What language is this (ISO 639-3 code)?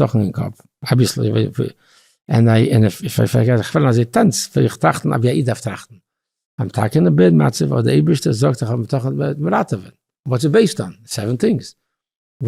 yid